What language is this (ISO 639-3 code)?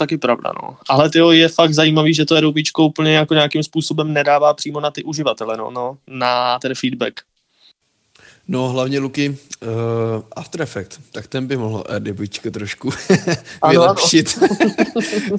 ces